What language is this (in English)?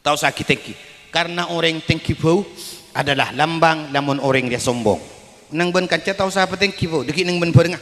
Madurese